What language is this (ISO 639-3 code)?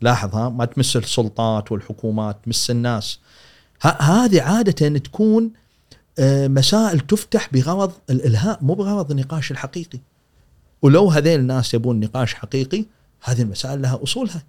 afb